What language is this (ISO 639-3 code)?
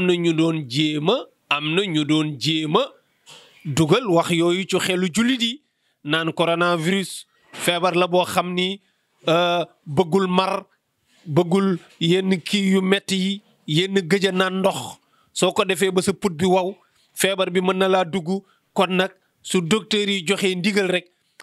wol